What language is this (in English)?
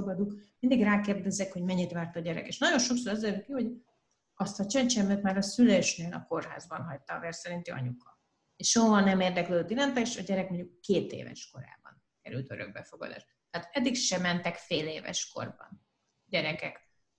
Hungarian